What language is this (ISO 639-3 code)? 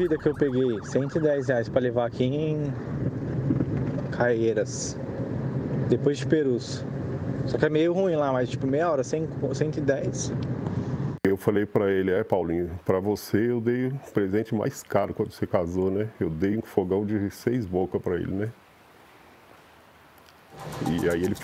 por